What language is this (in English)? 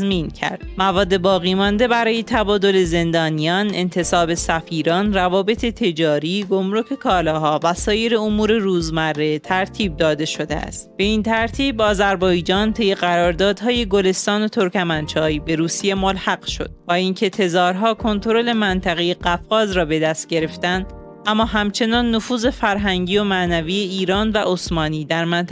Persian